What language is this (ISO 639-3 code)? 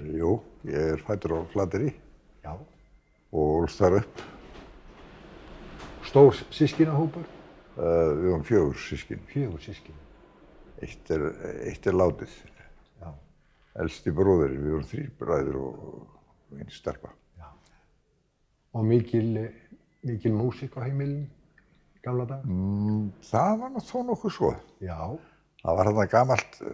isl